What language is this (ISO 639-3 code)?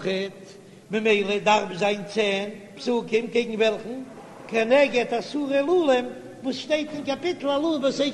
yid